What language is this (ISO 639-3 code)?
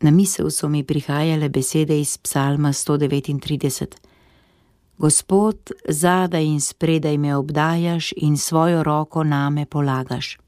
slv